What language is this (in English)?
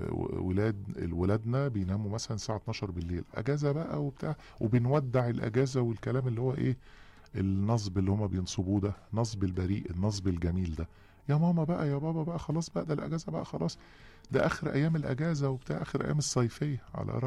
Egyptian Arabic